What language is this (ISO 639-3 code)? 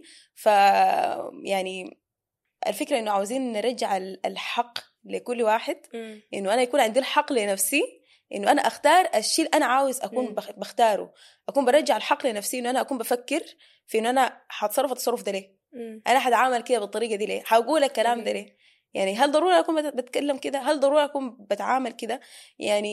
apd